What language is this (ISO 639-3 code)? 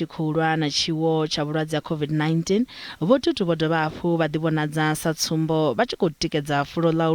ven